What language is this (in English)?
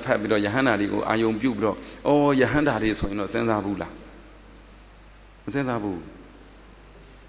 Burmese